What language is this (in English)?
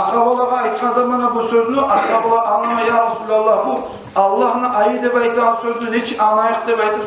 Kumyk